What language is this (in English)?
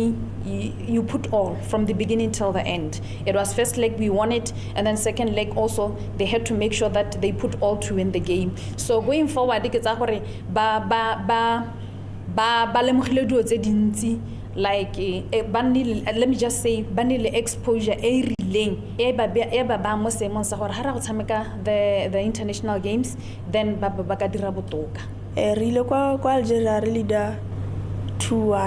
Tswana